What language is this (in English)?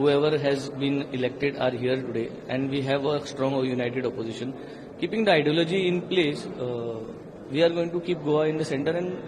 Konkani